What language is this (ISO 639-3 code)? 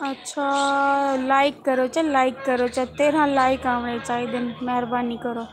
skr